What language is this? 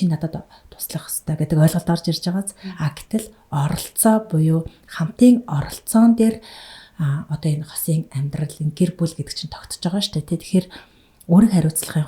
Mongolian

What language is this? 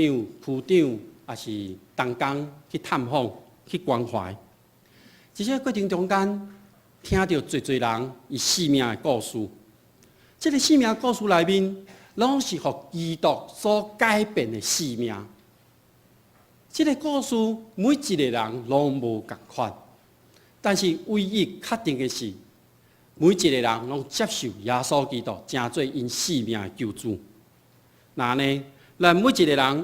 Min Nan Chinese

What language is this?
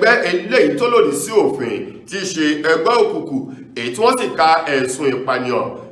Yoruba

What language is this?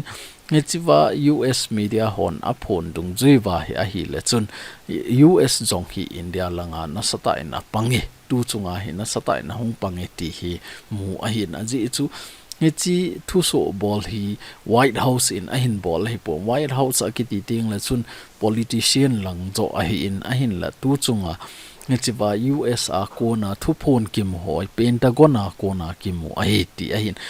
Thado Chin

